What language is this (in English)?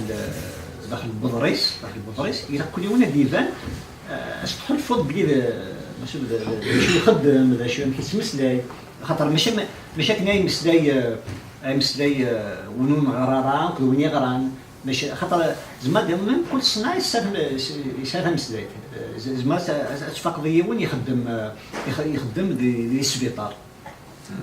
Kabyle